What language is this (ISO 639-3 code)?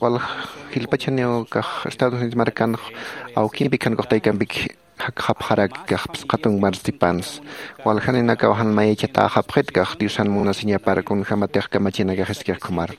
aym